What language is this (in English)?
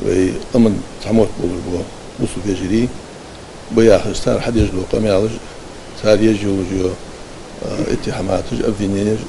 Ingush